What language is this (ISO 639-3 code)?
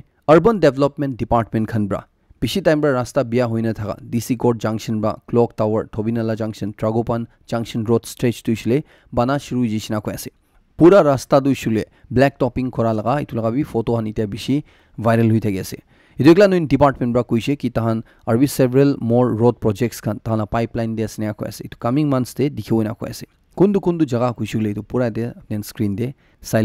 nag